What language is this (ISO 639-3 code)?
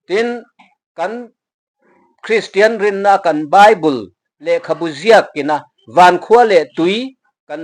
lus